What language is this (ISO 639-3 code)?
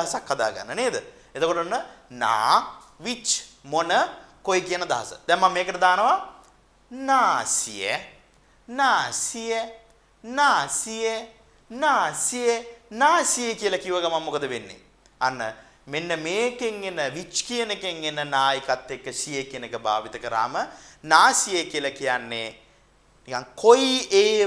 sin